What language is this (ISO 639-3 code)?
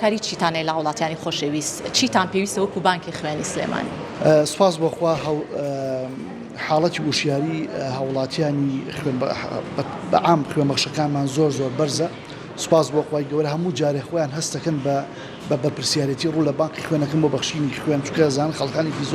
ckb